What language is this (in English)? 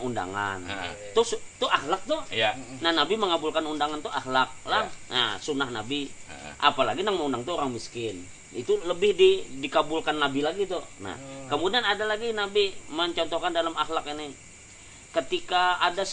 Banjar